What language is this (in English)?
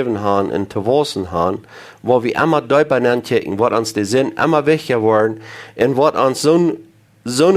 Plautdietsch